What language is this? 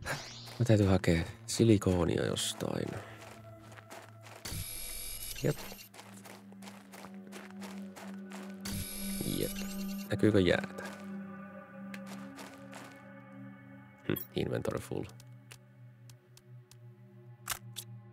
Finnish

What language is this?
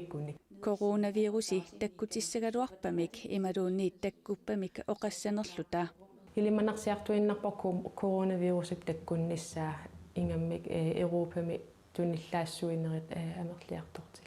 Kalaallisut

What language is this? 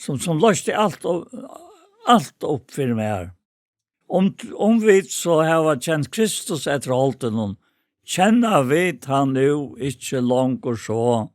Faroese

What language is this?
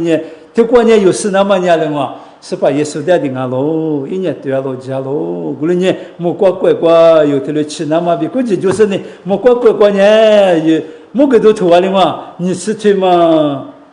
Lisu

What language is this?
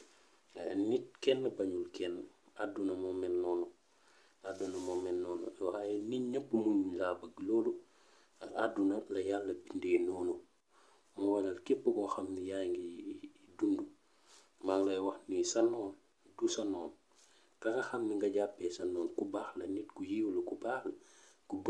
Wolof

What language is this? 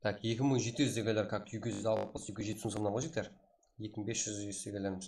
Kara-Kalpak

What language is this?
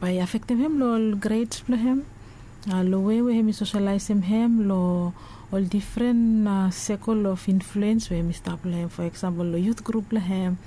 Bislama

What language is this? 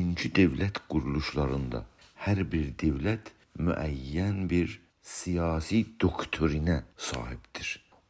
South Azerbaijani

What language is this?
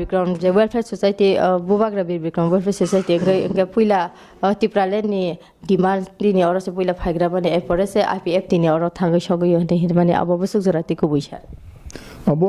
Kok Borok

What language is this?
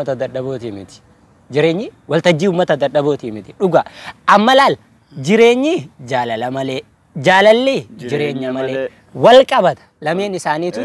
Oromo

